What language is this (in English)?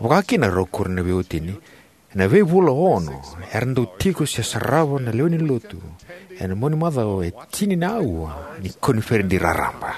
Fijian